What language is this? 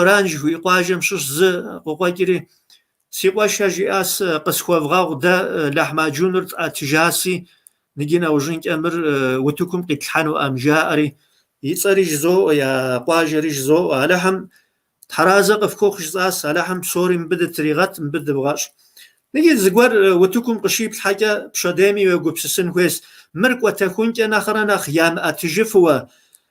Kabardian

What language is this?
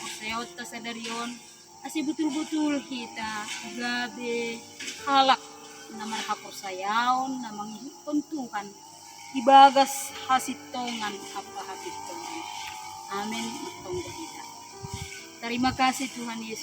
Batak Simalungun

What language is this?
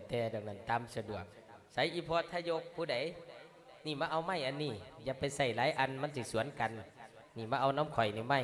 Lao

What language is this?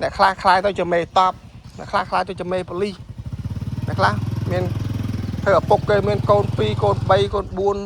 Khmer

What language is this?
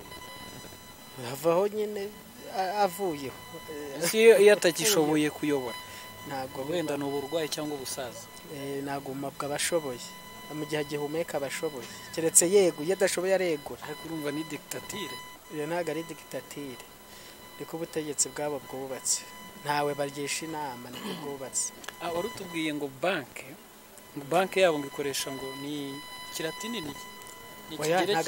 Kinyarwanda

